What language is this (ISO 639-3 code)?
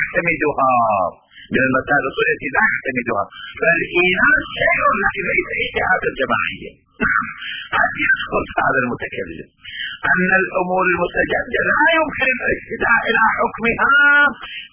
ara